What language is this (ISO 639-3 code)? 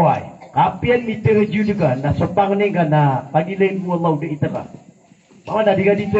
mrw